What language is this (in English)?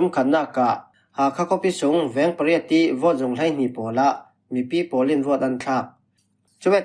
Falam Chin